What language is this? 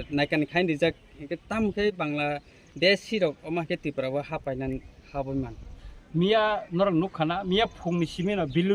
Kok Borok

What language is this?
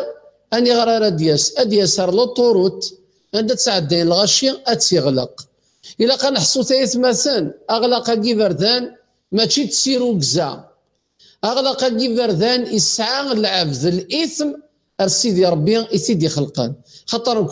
Kabyle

